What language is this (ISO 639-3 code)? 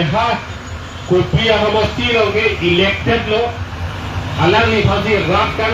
mjw